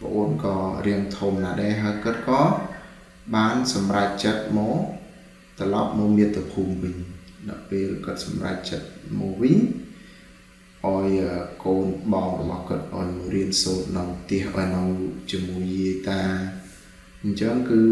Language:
Khmer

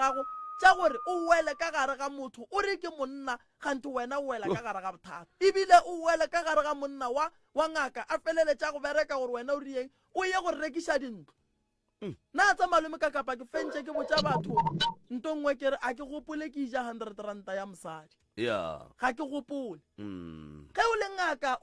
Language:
Northern Sotho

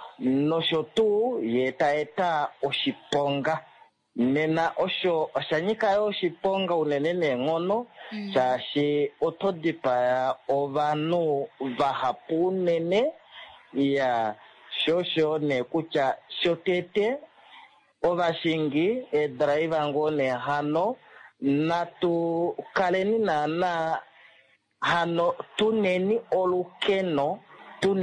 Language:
Kuanyama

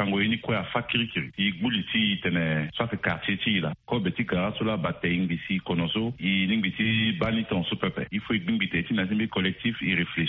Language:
Sango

